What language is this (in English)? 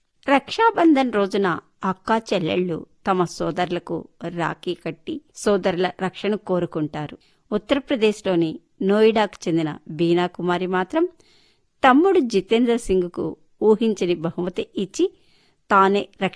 Telugu